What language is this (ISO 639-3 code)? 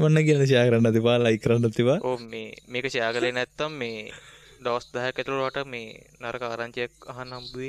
sin